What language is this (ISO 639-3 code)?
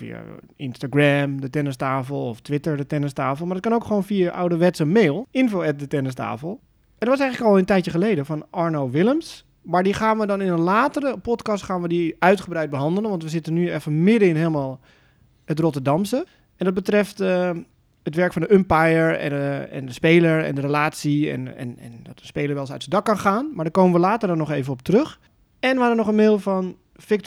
nld